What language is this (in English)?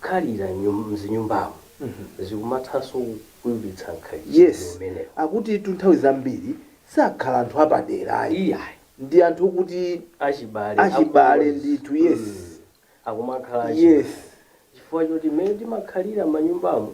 Nyanja